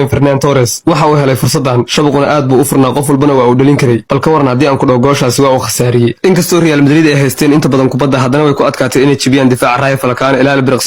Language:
Somali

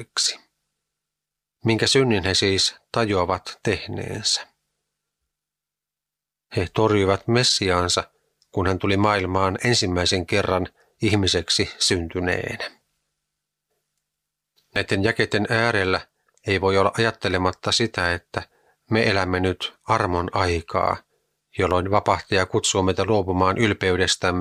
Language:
Finnish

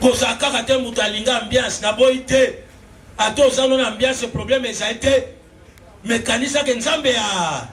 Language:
Lingala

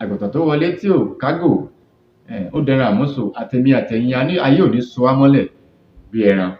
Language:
Yoruba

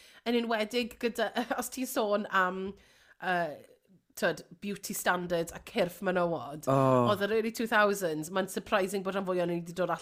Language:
Welsh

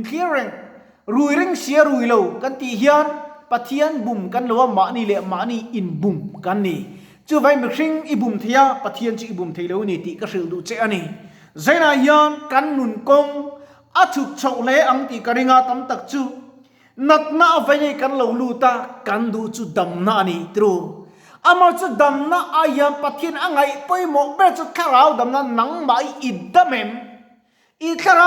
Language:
Mizo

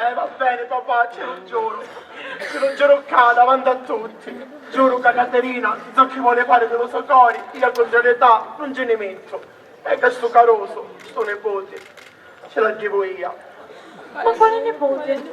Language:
Sicilian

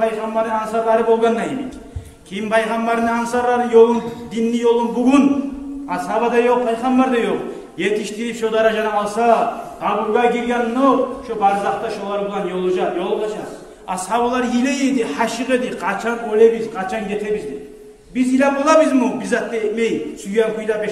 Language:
Kumyk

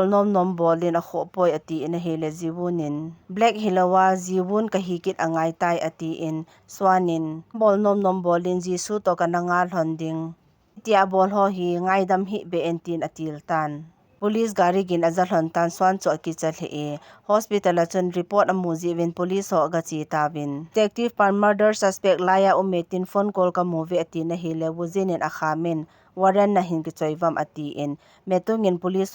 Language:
Thado Chin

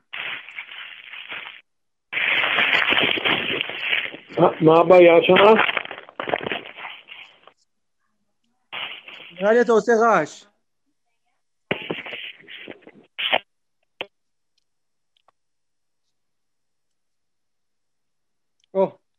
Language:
Hebrew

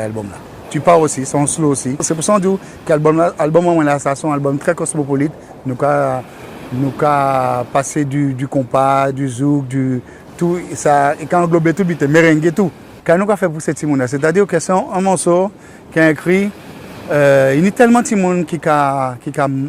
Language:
Guadeloupean Creole French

